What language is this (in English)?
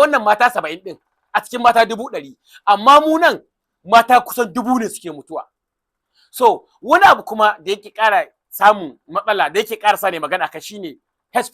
Hausa